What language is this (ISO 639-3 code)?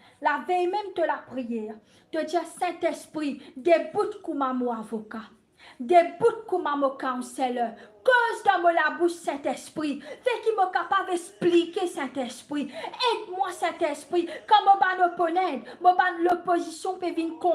mfe